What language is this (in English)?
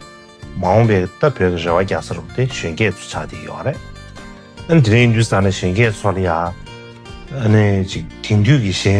Tibetan